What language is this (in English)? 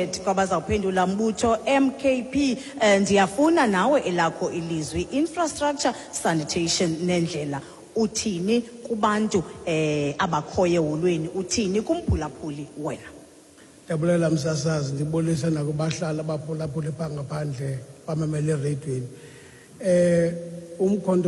Xhosa